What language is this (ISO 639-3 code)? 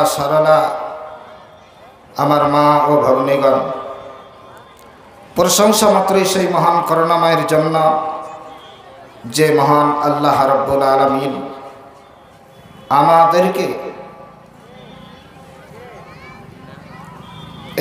ben